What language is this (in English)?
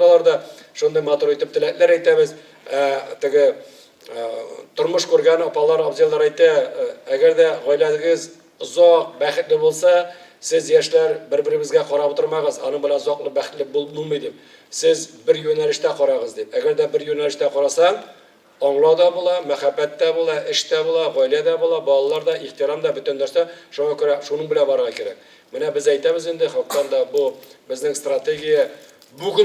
Tatar